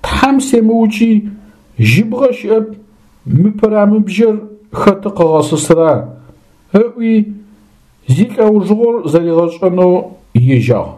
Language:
Adyghe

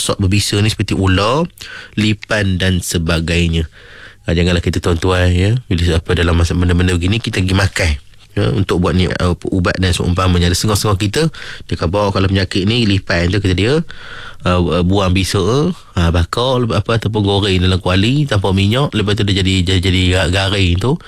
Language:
Malay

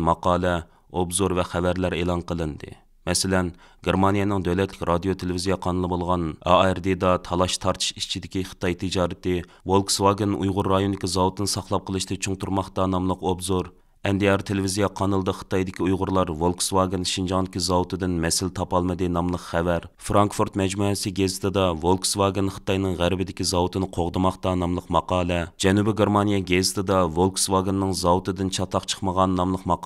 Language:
Uyghur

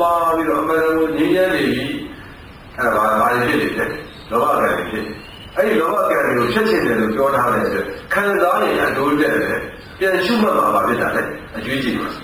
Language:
Burmese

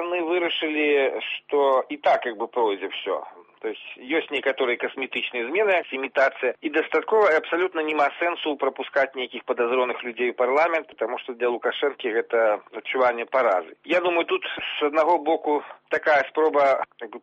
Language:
Belarusian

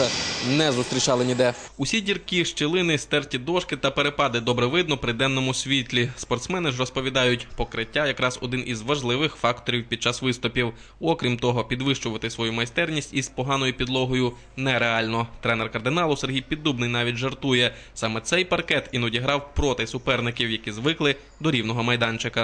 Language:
Ukrainian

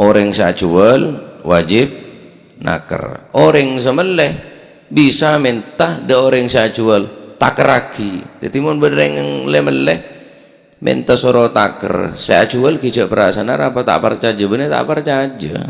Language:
Madurese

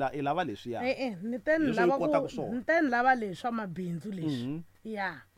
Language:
Tsonga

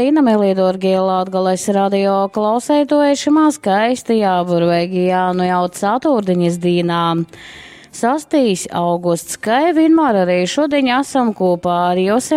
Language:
Latgalian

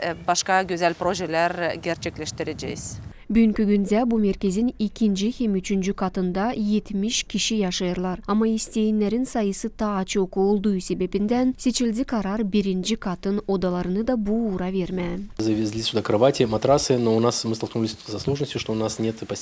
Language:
Gagauz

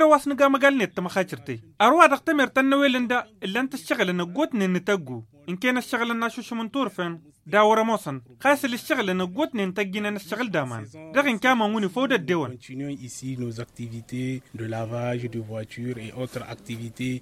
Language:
Tamasheq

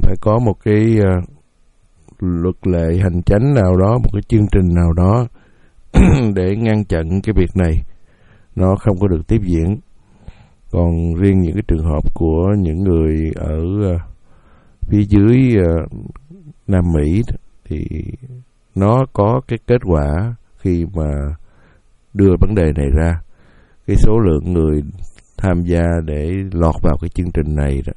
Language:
Vietnamese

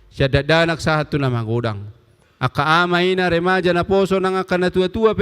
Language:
Batak Toba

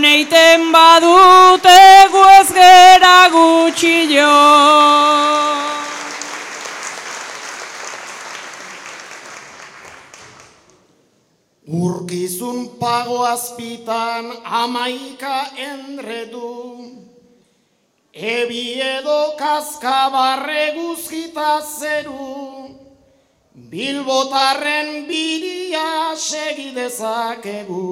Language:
Basque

